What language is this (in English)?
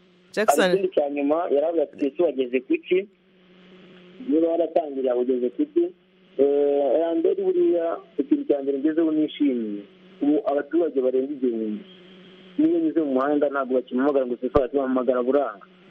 Kinyarwanda